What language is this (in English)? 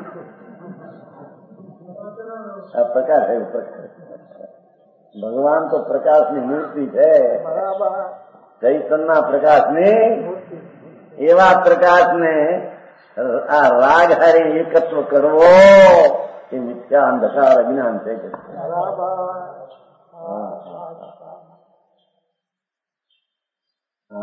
Gujarati